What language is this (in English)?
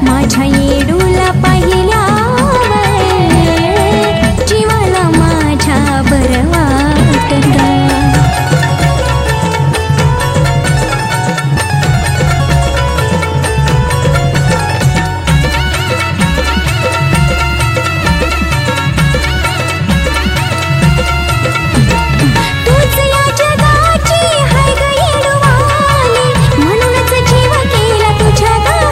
Marathi